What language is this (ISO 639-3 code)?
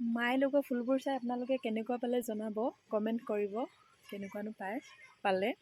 asm